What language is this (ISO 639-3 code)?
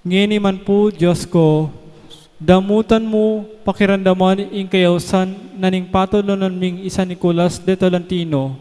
pam